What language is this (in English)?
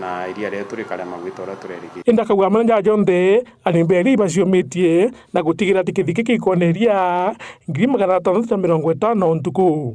Meru